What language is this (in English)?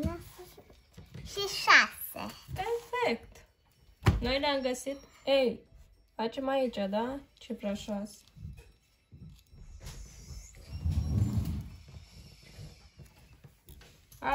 Romanian